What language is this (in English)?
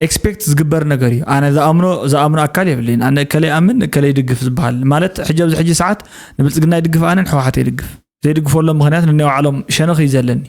Tigrinya